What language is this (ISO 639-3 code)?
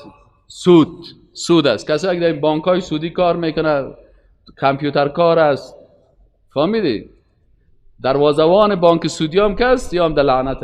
fas